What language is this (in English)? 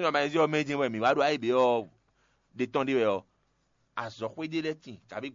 Fon